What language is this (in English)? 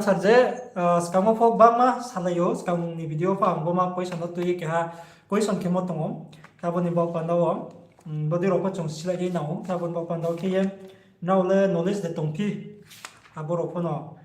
Riang (India)